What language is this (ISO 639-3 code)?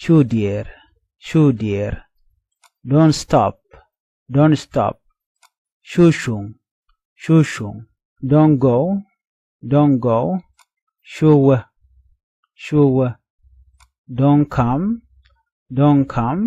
nus